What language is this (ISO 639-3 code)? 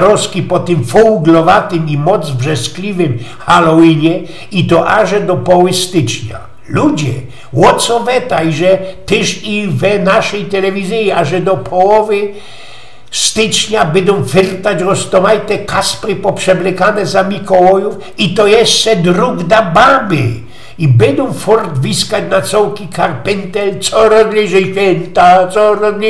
szl